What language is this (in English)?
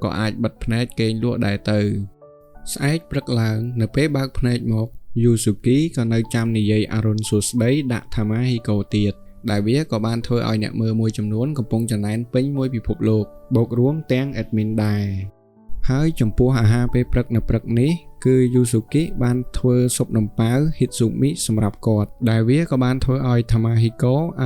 Khmer